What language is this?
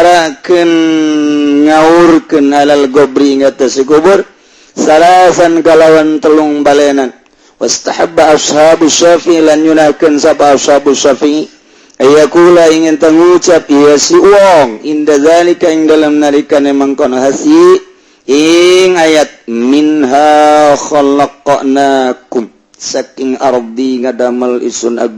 Sundanese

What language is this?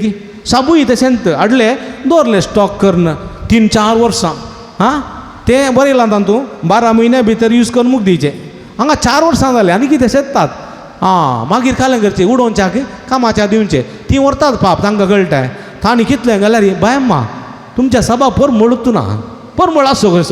Konkani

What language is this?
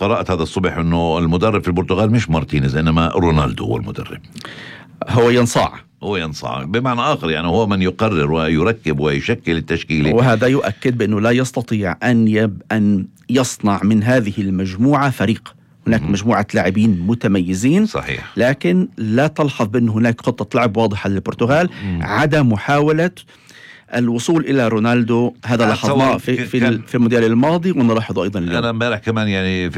North Levantine Arabic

